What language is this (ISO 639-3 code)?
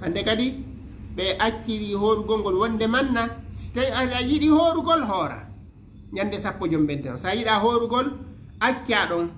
ful